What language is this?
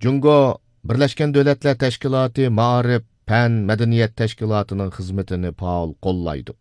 Uyghur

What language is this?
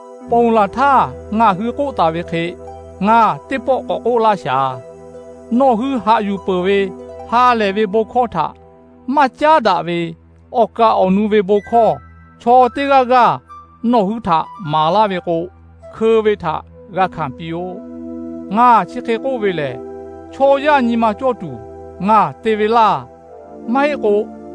Lahu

